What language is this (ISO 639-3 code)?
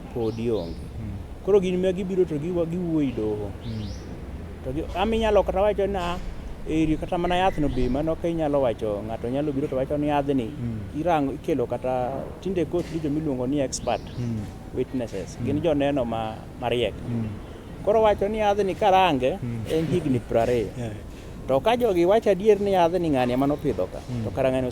luo